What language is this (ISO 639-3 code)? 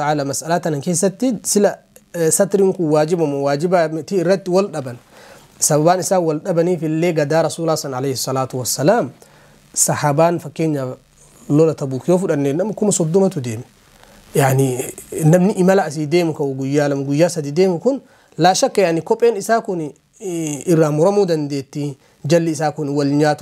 orm